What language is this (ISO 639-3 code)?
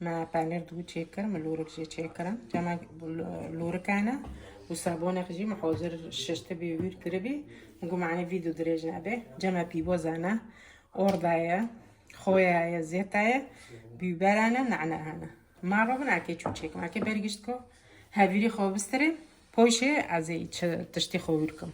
kur